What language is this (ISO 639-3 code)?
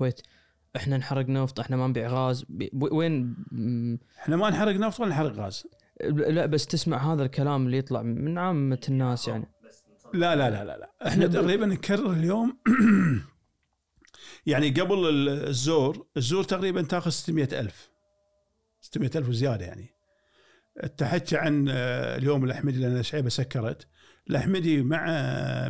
afb